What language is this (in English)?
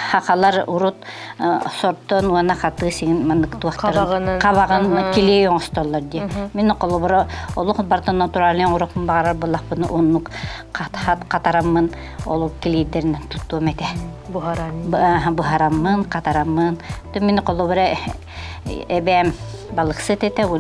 Yakut